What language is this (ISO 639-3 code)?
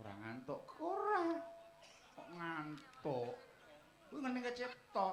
jav